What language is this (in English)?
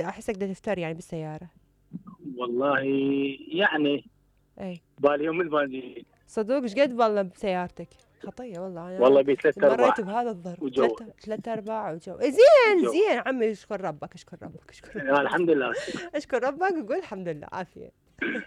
Mesopotamian Arabic